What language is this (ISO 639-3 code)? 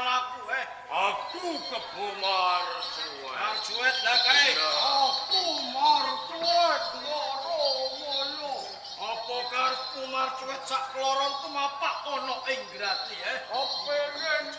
jav